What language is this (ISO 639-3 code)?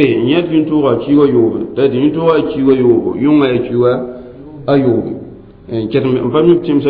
mos